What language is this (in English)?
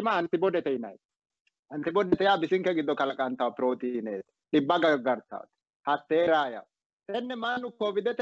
Sidamo